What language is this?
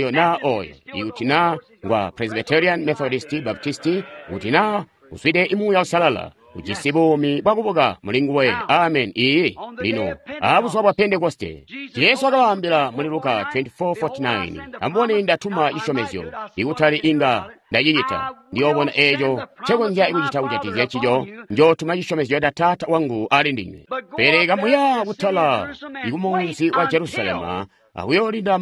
Tonga (Zambia)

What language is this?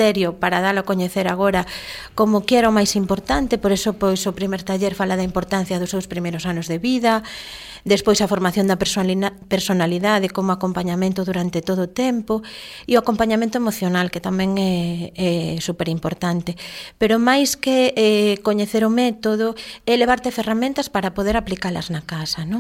Galician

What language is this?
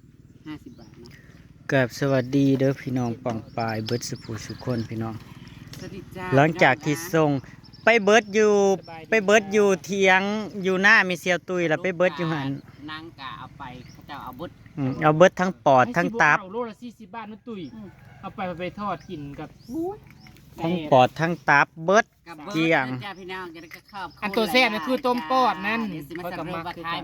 Northeastern Thai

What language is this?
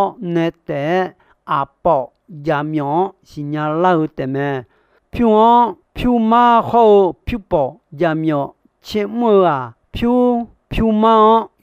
Akha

